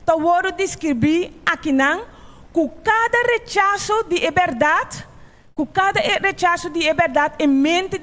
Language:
Papiamento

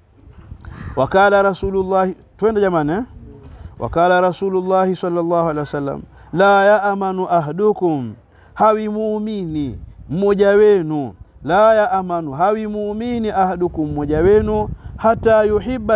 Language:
Swahili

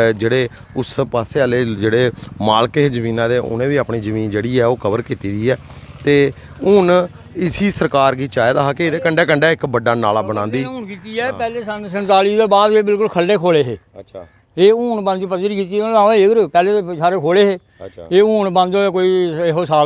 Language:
Dogri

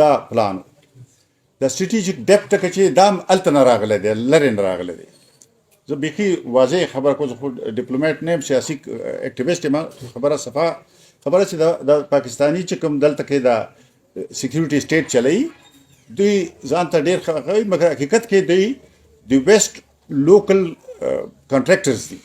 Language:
Pashto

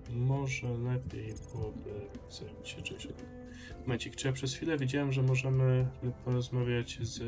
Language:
Polish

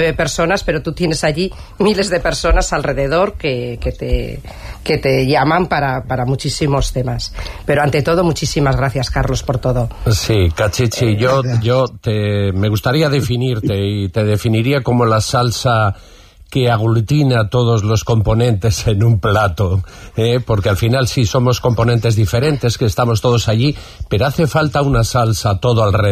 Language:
Spanish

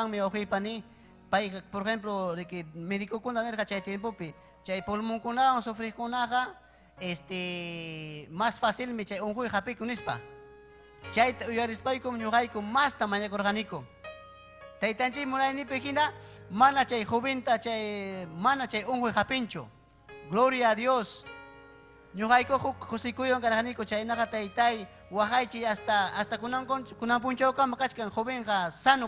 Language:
Ayacucho Quechua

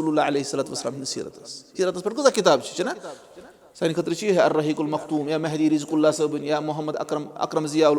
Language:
Kashmiri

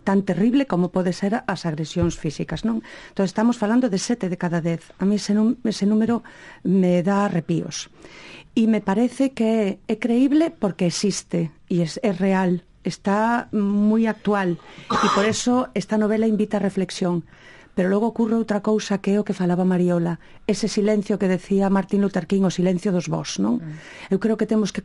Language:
Galician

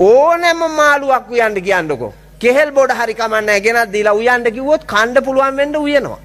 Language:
Sinhala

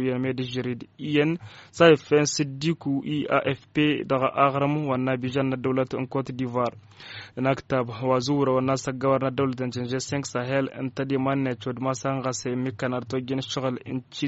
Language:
Tamasheq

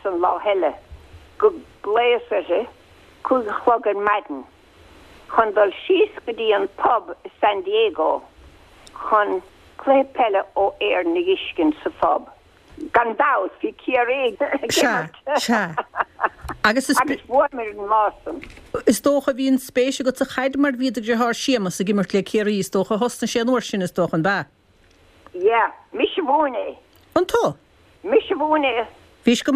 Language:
Irish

